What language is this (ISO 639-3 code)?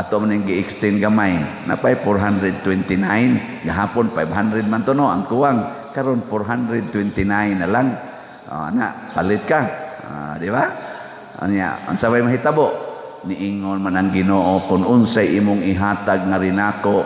ceb